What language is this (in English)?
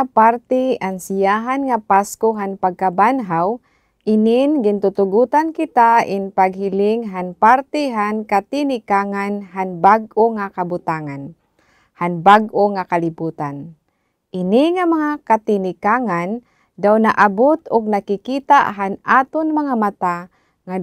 Waray